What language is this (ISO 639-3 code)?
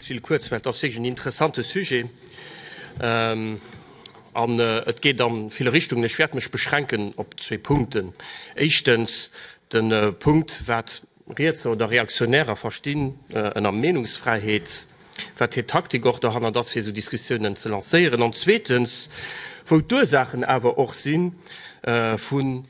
ltz